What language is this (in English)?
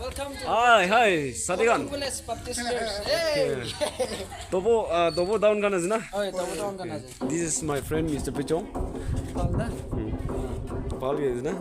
Naga Pidgin